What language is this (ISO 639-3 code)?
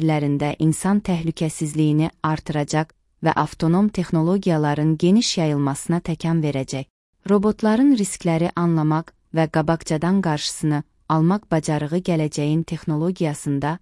aze